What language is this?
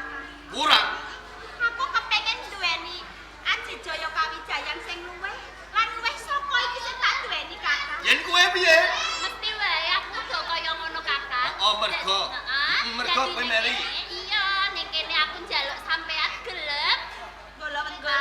Javanese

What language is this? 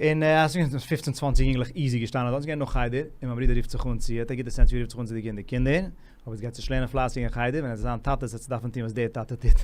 Yiddish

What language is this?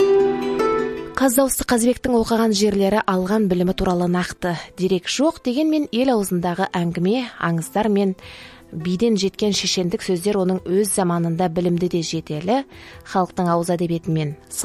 Kazakh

